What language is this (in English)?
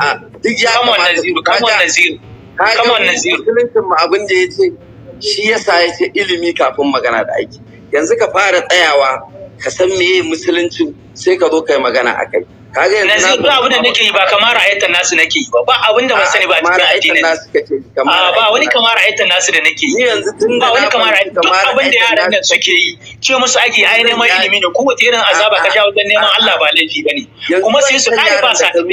Hausa